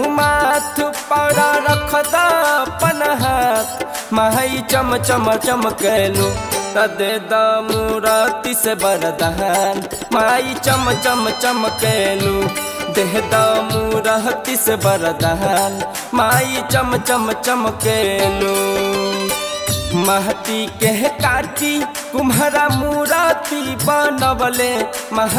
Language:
Bhojpuri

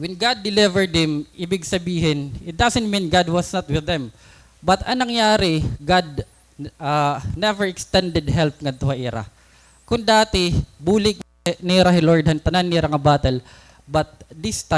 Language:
Waray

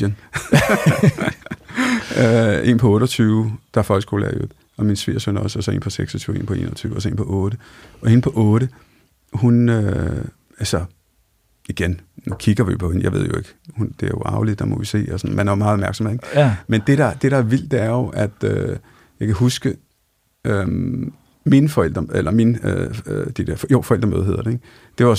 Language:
Danish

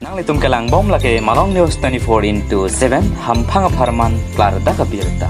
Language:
Karbi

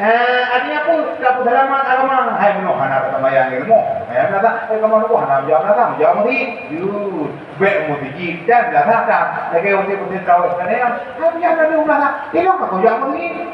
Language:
Achinese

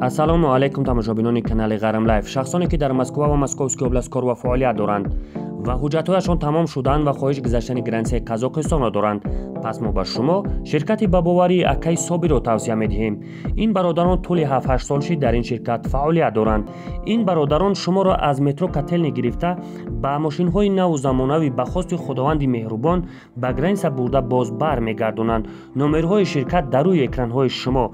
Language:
Tajik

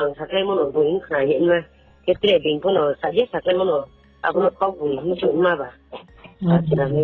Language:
Riang (India)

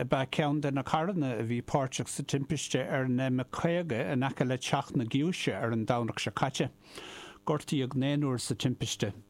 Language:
Irish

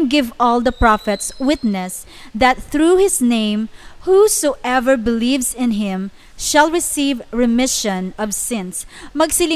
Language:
Hiligaynon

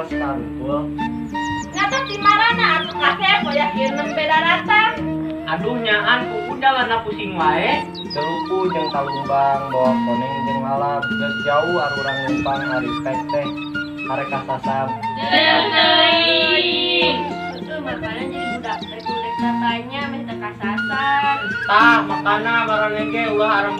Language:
Sundanese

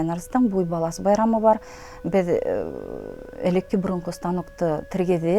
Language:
Bashkir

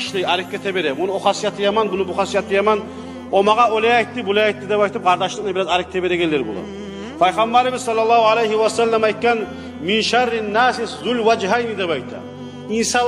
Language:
Kumyk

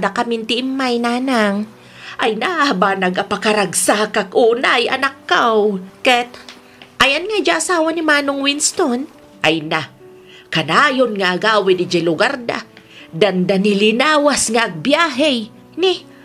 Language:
Iloko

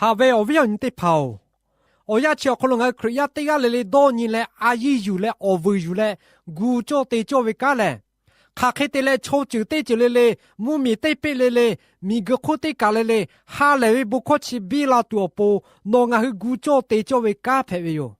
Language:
Lahu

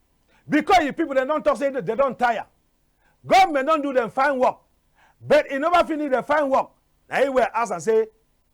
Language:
Cameroon Pidgin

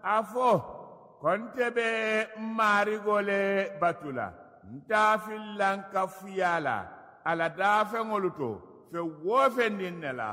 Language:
Mandingo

